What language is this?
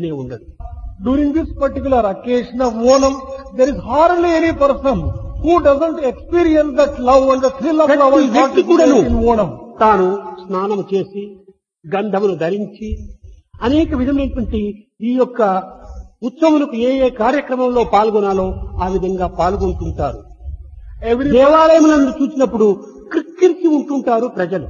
Telugu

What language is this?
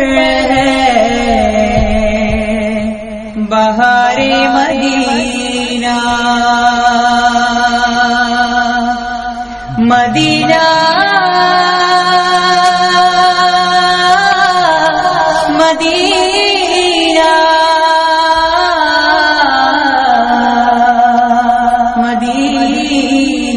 Urdu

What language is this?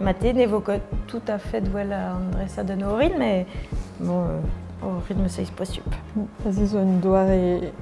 Breton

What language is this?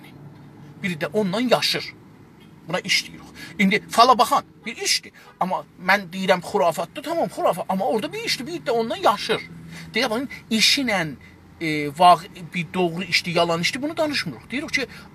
South Azerbaijani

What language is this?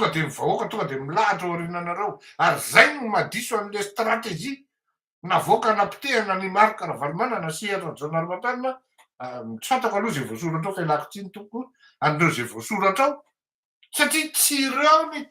Malagasy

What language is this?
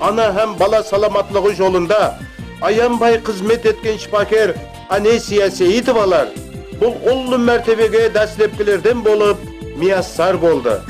Kara-Kalpak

